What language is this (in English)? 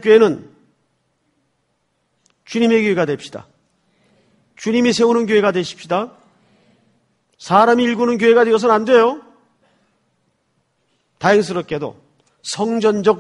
Korean